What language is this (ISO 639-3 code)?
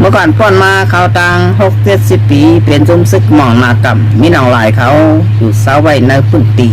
shn